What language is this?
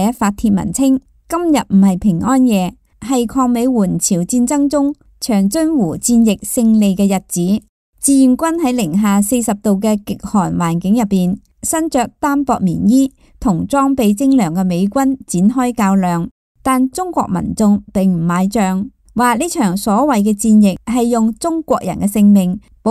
Cantonese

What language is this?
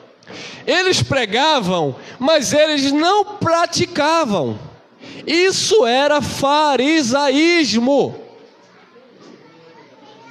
Portuguese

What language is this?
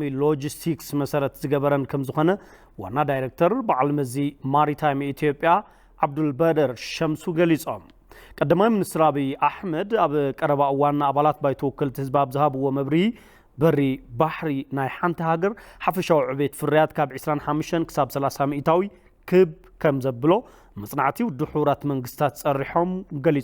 Tigrinya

